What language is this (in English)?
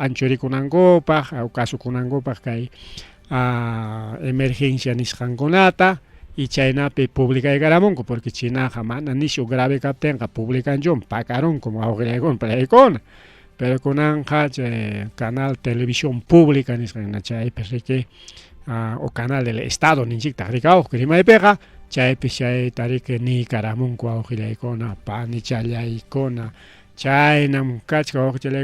Ayacucho Quechua